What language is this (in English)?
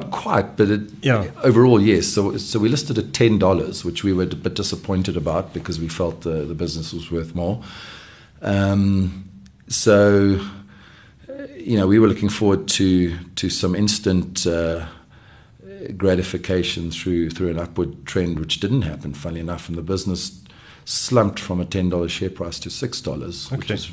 English